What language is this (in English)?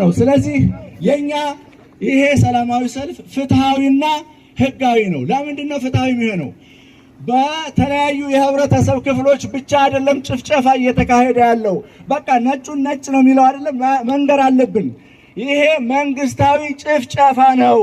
Amharic